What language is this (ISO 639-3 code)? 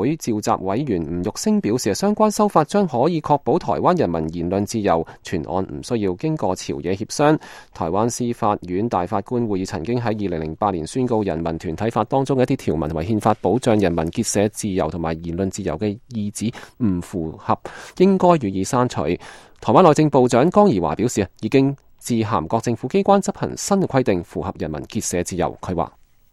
yue